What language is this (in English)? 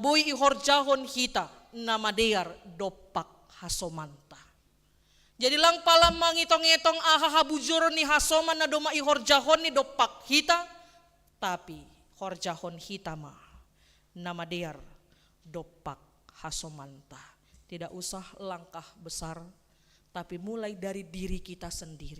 Batak Simalungun